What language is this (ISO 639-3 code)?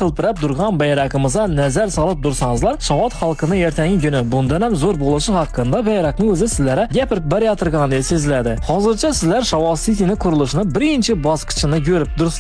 uzb